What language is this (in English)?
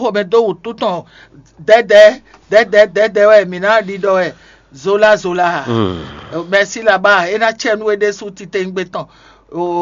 Fon